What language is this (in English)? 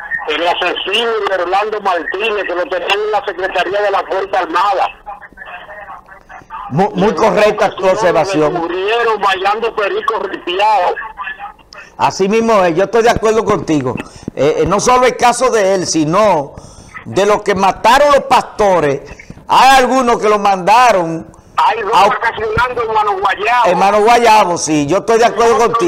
Spanish